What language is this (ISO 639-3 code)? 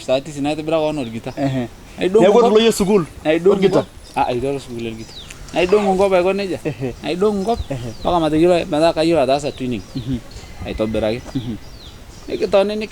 mas